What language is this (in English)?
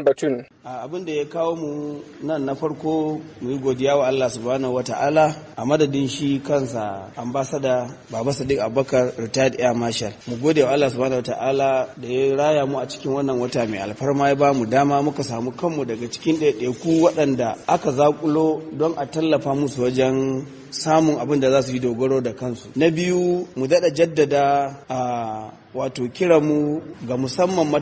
Hausa